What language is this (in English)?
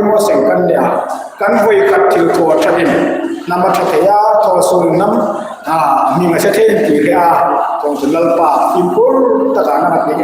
Hmar